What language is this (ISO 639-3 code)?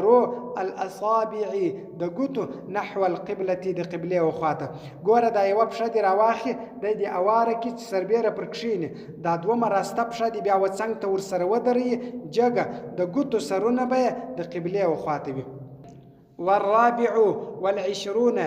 pus